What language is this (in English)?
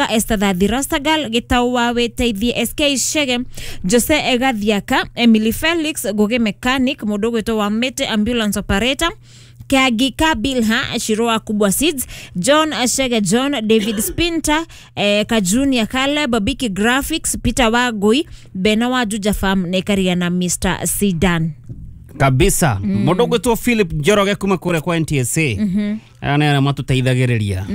Kikuyu